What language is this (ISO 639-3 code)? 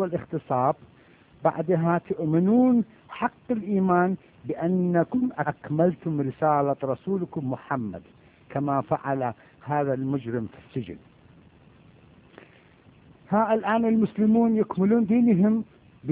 ara